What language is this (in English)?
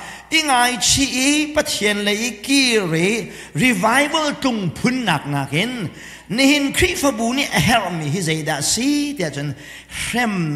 Hakha Chin